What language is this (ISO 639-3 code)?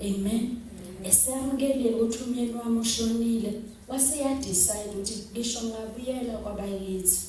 zul